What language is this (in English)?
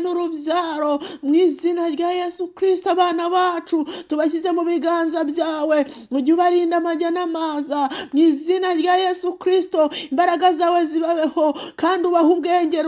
Kinyarwanda